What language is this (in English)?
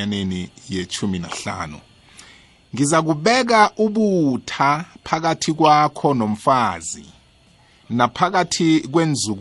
South Ndebele